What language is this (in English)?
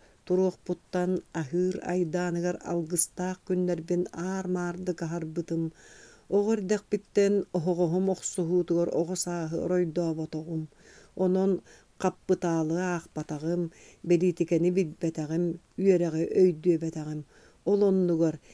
Yakut